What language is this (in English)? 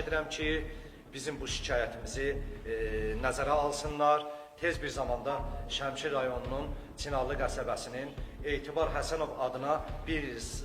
Azerbaijani